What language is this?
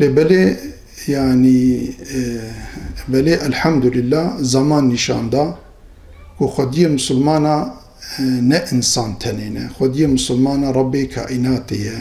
Kurdish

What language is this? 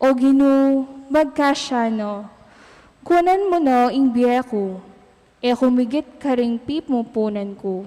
Pampanga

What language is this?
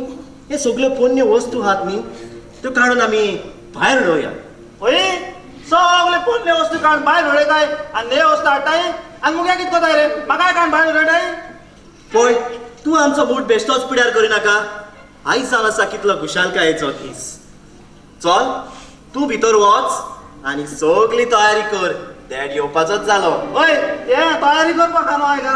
Konkani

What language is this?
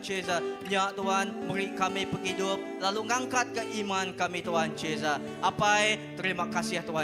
Iban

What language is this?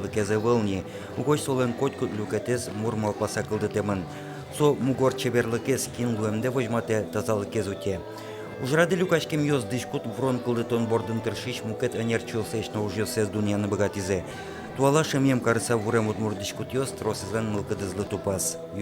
Udmurt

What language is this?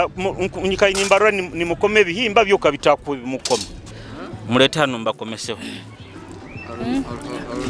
Nyoro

